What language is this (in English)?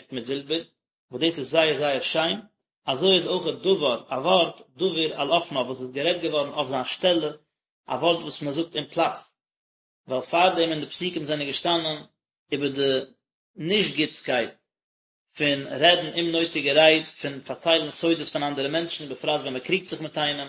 Yiddish